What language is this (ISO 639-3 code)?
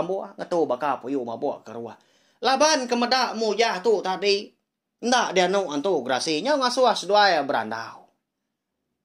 iba